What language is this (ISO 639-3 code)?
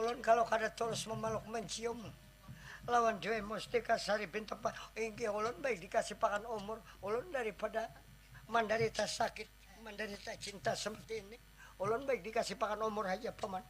bjn